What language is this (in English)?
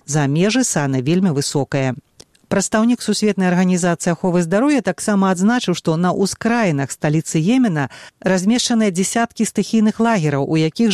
Belarusian